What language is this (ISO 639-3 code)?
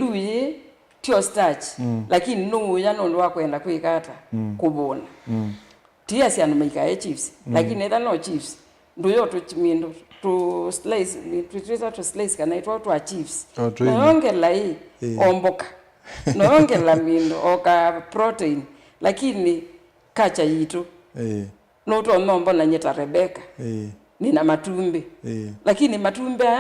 kam